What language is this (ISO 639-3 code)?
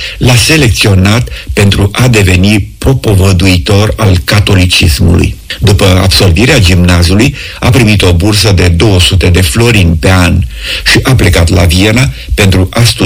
ron